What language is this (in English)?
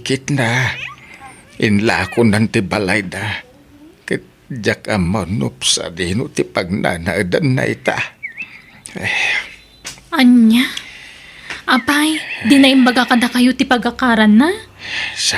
Iloko